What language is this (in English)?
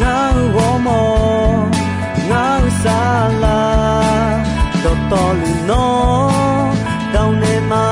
Akha